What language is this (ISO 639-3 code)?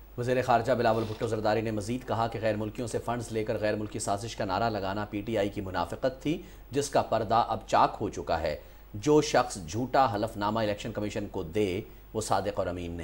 urd